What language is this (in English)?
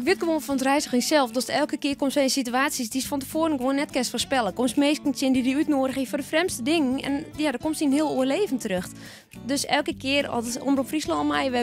Western Frisian